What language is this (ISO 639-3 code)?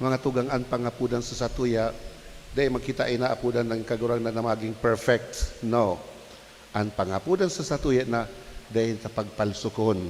bik